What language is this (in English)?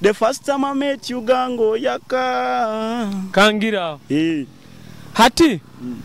Nyoro